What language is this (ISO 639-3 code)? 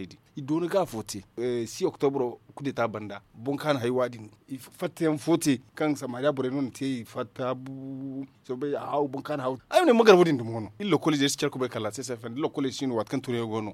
dje